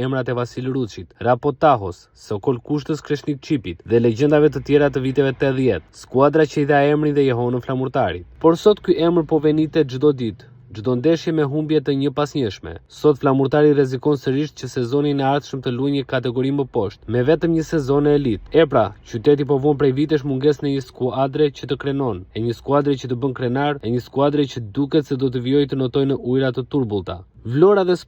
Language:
Albanian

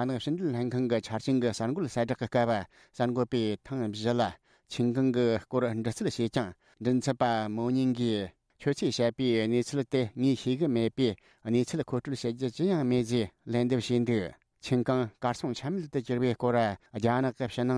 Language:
Tibetan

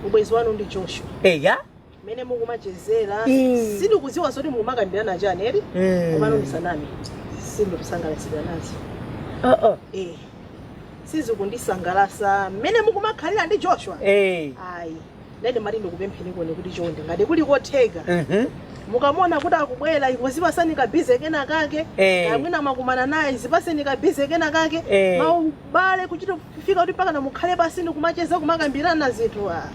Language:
Nyanja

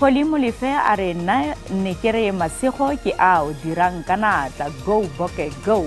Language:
Tswana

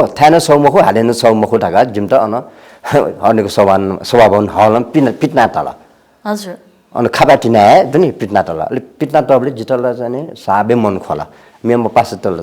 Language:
Newari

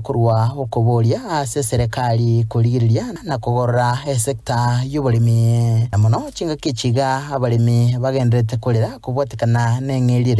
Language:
Gusii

